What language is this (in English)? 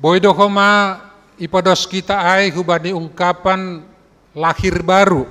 Batak Simalungun